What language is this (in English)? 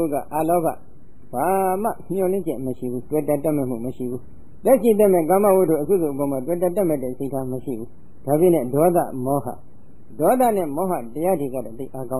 Burmese